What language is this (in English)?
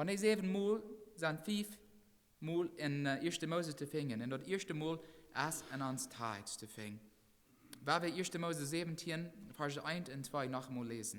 Plautdietsch